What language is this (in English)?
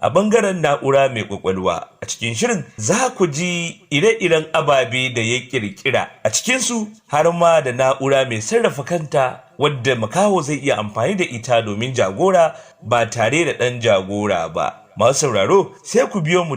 Hausa